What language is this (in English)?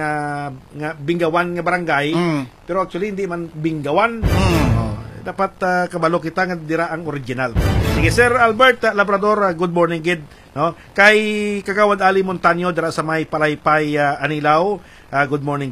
Hiligaynon